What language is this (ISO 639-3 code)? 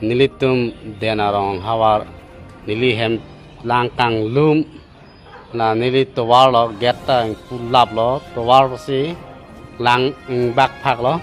mjw